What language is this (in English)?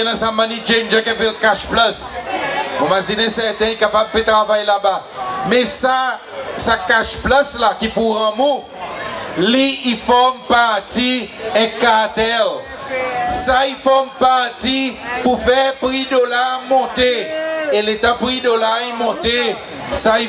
Seselwa Creole French